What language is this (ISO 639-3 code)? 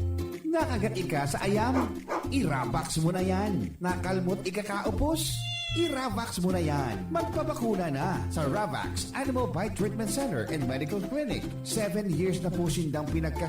bik